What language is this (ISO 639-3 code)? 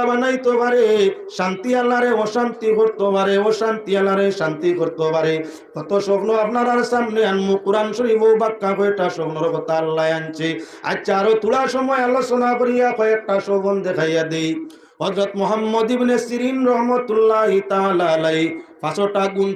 syl